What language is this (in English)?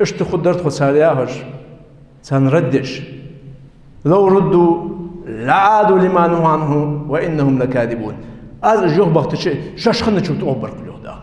Ingush